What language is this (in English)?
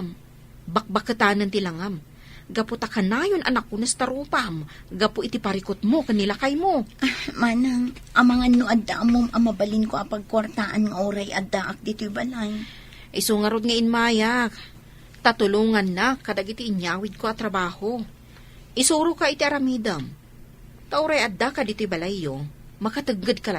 Iloko